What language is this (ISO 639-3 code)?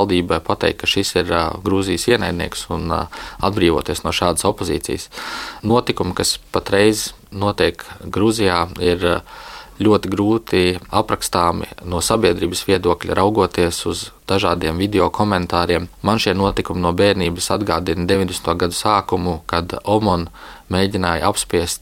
lav